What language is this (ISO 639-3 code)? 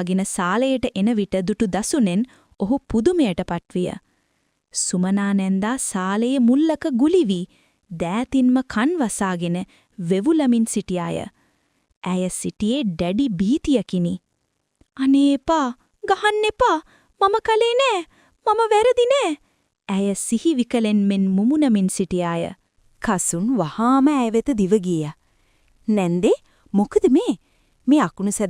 sin